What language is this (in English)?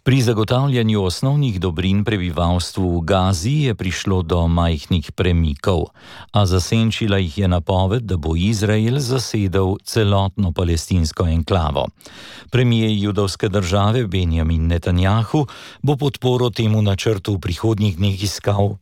Slovenian